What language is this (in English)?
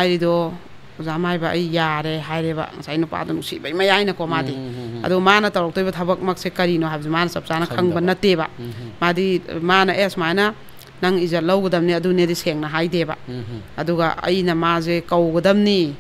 Manipuri